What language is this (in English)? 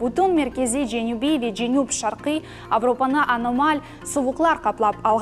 Crimean Tatar